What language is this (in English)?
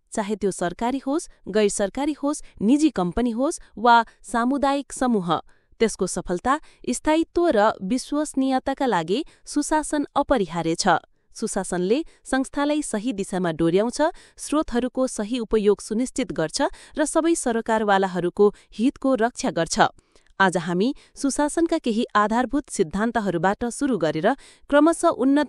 Nepali